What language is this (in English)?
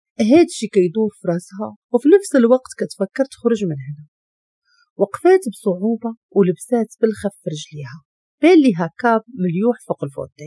Moroccan Arabic